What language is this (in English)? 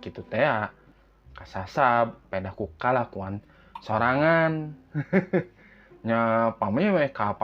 Sundanese